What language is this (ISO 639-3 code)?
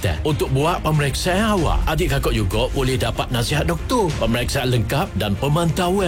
msa